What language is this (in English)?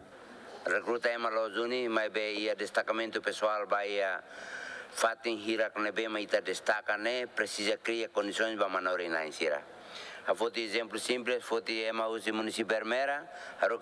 Tetum